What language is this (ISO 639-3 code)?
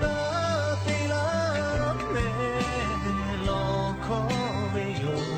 lhu